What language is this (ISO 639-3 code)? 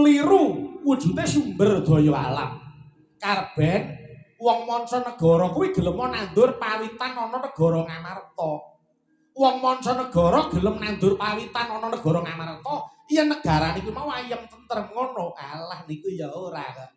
jav